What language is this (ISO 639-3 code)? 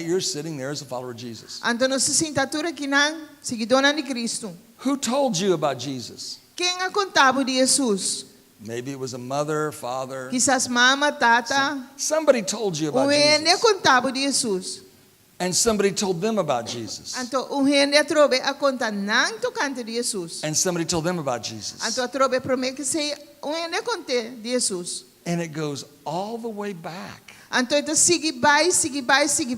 pap